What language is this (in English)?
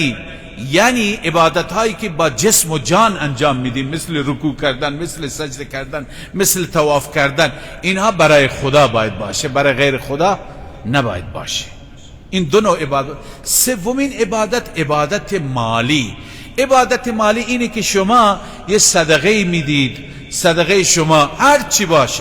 Persian